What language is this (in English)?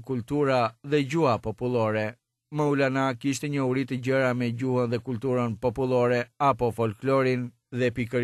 Albanian